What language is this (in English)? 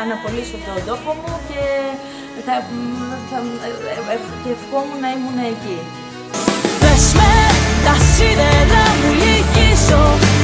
Greek